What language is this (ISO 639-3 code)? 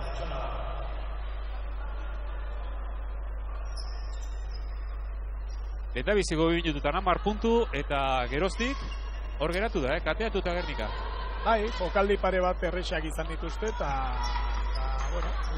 eus